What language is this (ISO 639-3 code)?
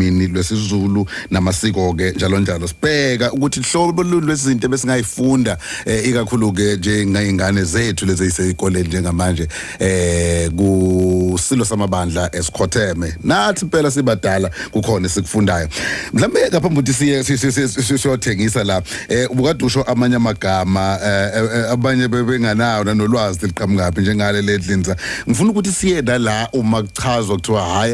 zul